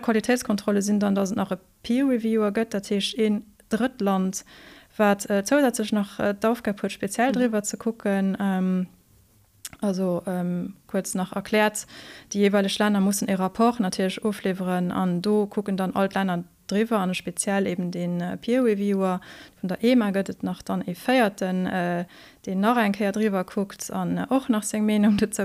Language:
Luxembourgish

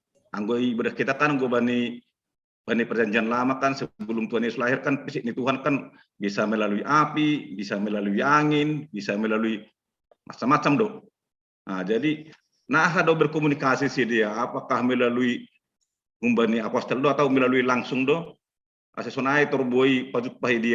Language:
Batak Simalungun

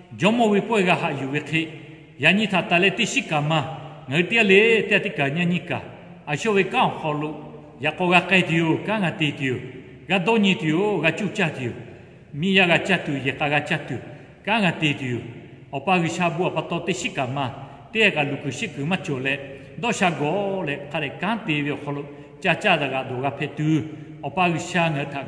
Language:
Lahu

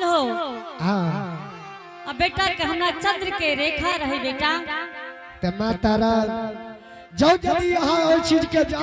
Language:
Angika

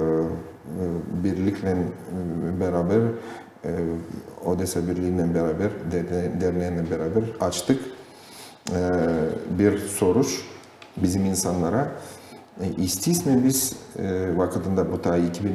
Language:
Gagauz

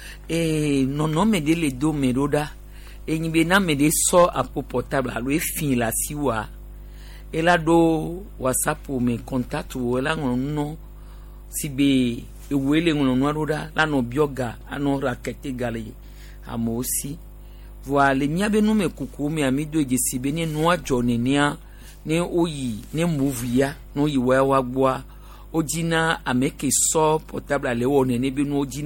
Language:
Gen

